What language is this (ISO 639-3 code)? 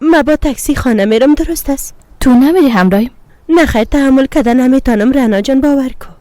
fas